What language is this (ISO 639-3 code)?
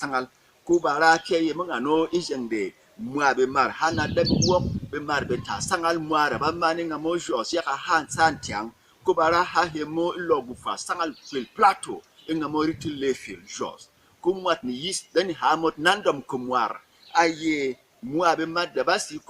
bom